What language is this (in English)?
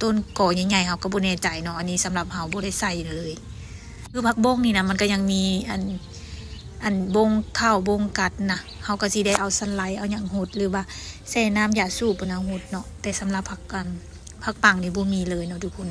Lao